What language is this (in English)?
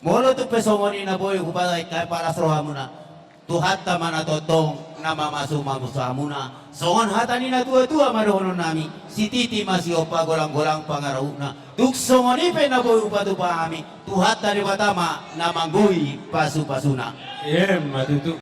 Batak Toba